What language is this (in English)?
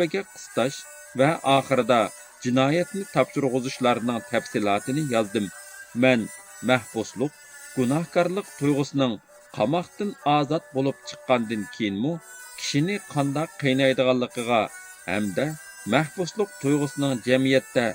Uyghur